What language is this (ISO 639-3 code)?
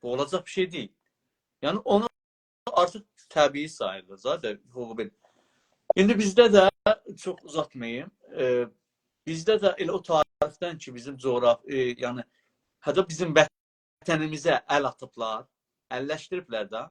azb